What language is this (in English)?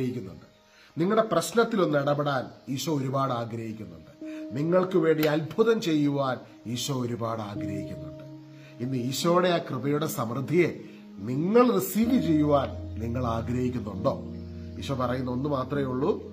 Malayalam